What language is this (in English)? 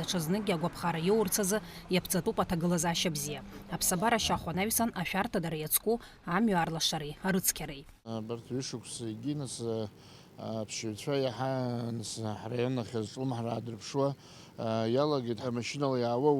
Abkhazian